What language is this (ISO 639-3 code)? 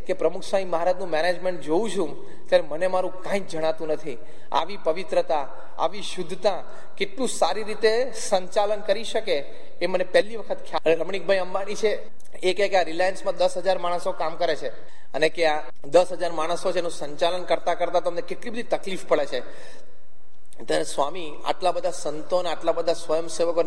guj